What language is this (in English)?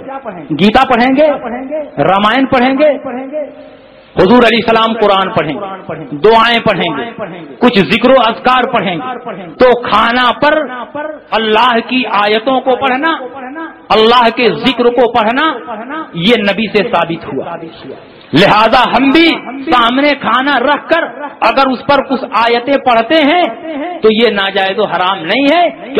Urdu